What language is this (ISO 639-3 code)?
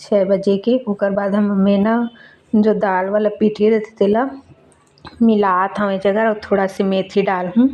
hne